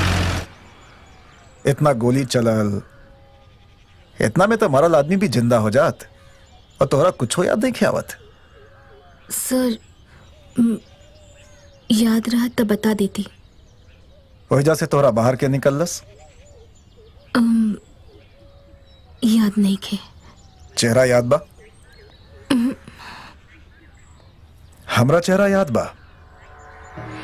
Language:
Bhojpuri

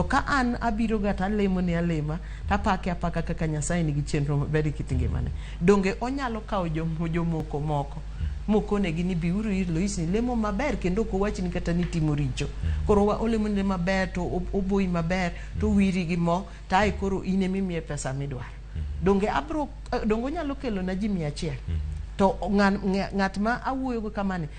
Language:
Luo (Kenya and Tanzania)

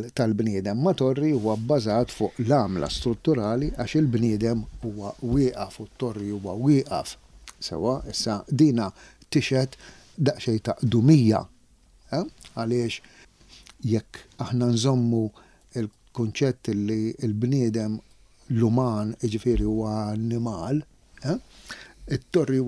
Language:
Maltese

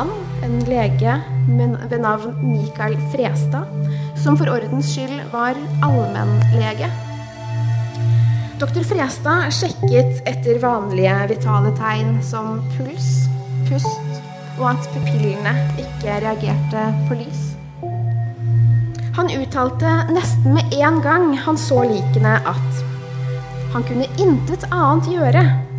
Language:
Norwegian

